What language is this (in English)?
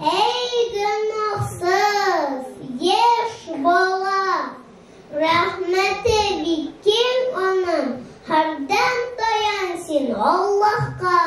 Tatar